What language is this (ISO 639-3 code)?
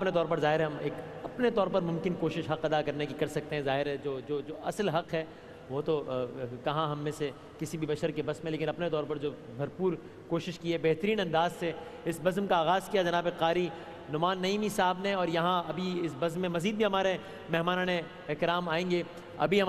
urd